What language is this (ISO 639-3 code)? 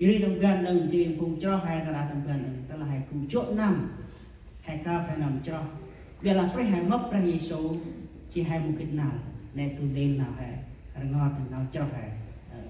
cmo